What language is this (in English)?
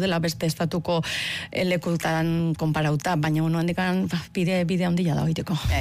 Basque